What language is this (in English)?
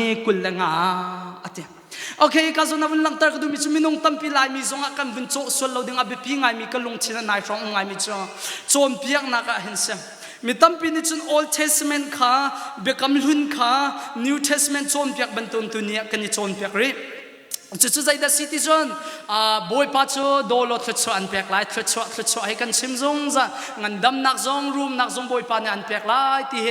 Hakha Chin